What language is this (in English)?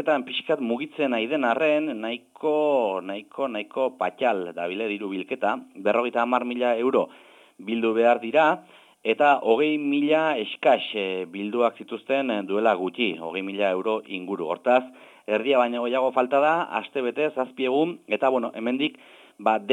Basque